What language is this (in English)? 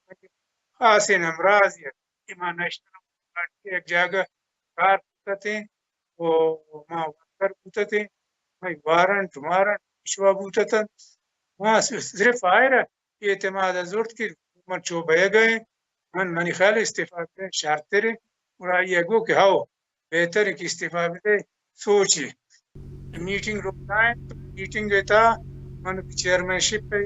Baluchi